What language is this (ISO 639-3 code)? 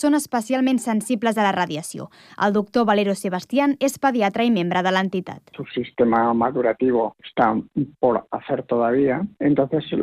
cat